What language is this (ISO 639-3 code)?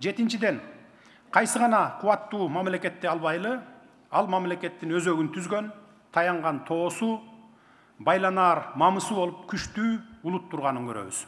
kir